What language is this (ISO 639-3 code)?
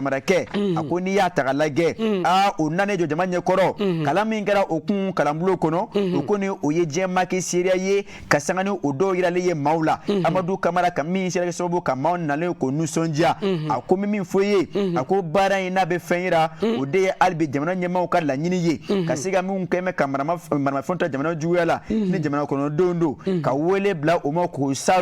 bam